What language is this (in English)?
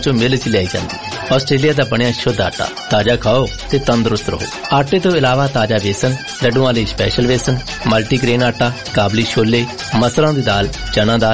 Punjabi